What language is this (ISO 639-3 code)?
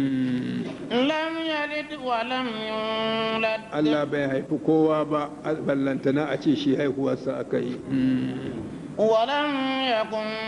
hau